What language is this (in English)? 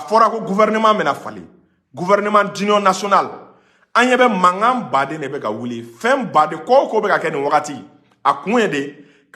Bambara